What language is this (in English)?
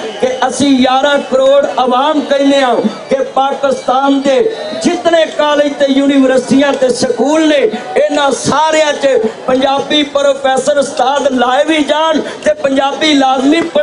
Western Panjabi